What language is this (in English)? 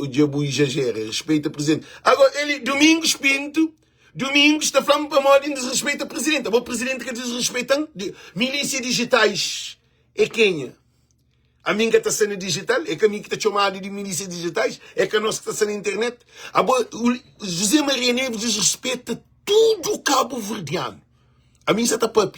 Kabuverdianu